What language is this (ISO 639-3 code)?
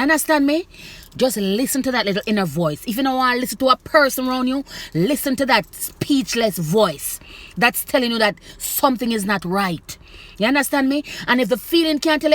jam